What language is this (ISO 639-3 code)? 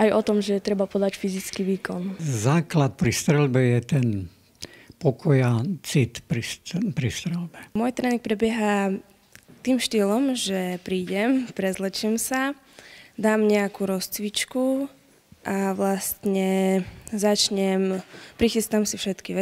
slk